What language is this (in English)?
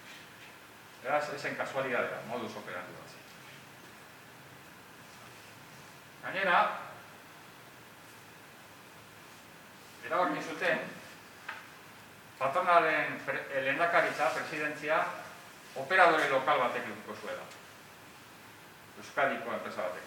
Basque